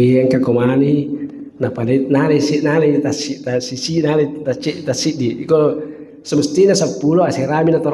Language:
Buginese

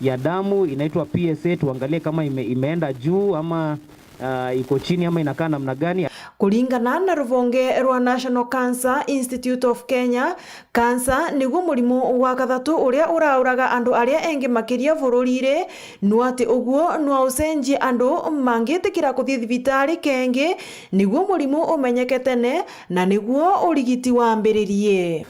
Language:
Meru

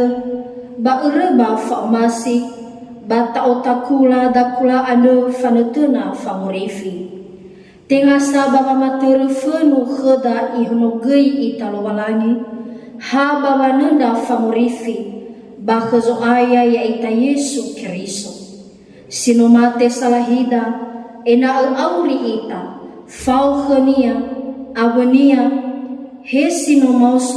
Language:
Nias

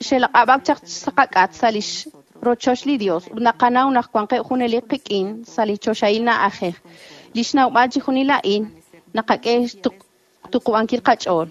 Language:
Kekchí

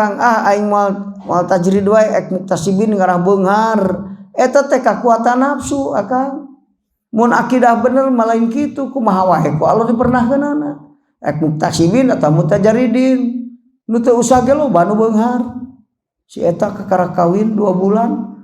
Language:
Sundanese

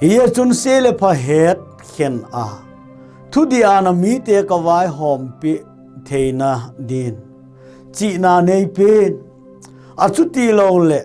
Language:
Thado Chin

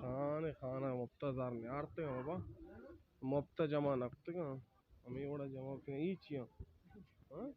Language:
Baluchi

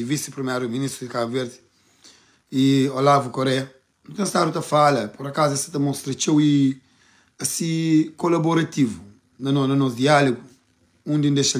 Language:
Kabuverdianu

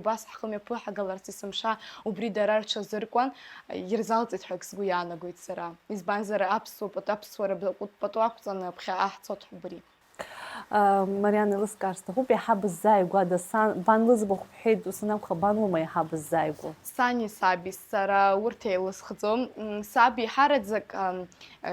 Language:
Abkhazian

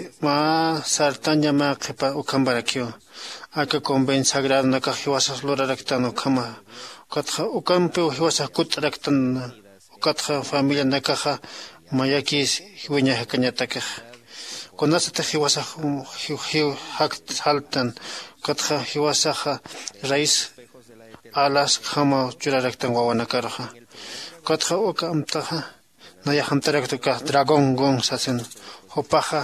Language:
Aymara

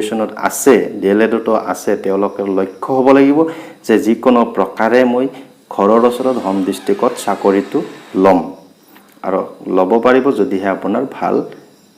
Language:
Assamese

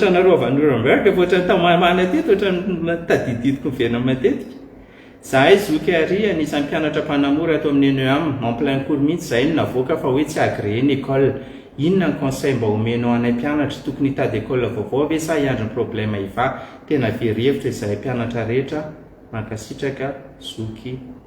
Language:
Malagasy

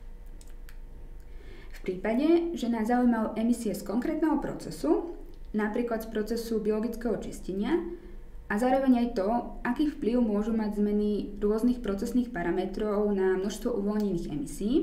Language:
Slovak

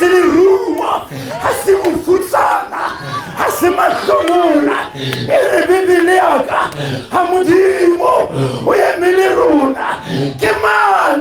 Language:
Southern Sotho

